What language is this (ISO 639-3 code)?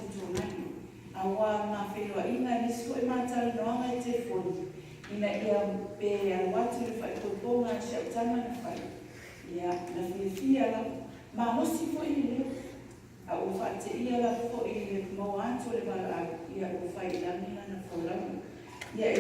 smo